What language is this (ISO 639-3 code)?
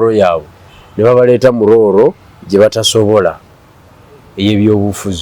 lug